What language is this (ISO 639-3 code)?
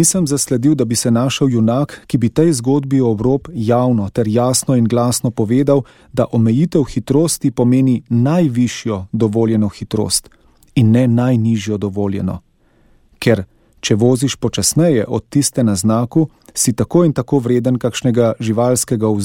slv